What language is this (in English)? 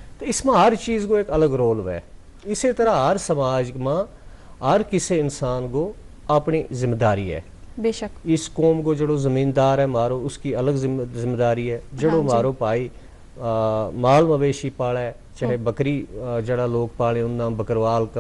Gujari